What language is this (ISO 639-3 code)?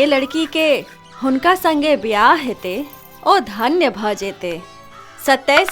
mai